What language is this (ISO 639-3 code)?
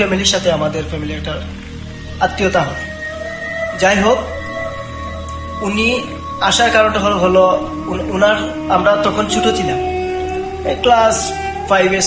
ben